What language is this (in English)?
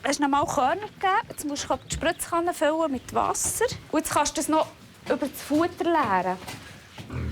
Swiss German